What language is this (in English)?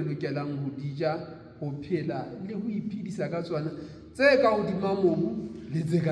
Southern Sotho